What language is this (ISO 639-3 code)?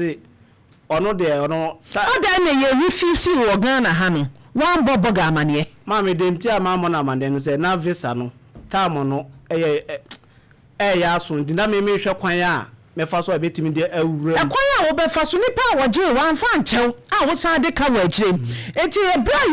aka